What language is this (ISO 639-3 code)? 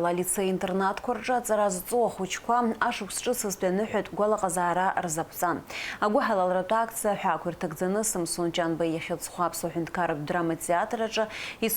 abk